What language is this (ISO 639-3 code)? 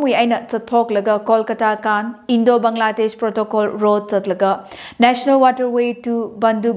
nmf